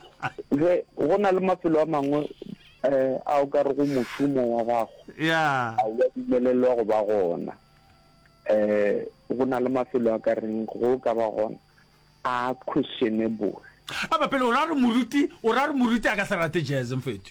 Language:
Northern Sotho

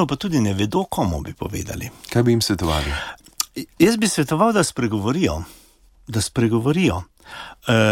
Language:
Slovenian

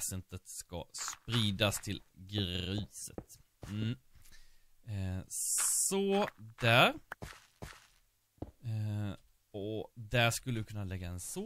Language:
Swedish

